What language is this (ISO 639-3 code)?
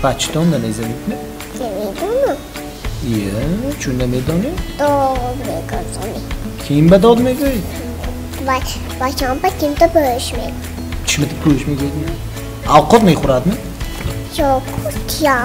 tgk